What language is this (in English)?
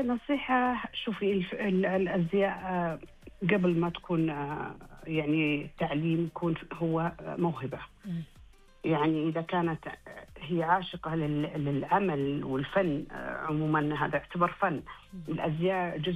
Najdi Arabic